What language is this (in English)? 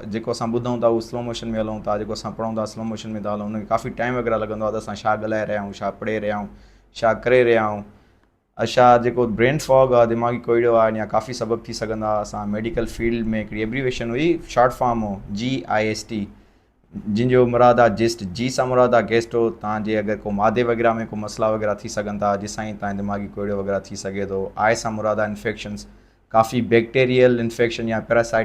Sindhi